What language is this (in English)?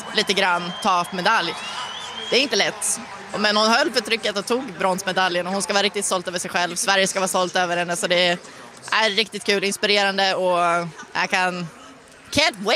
Swedish